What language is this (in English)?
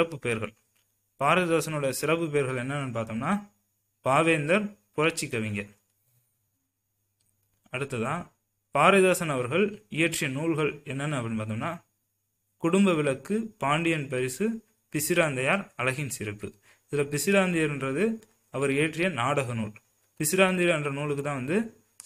Tamil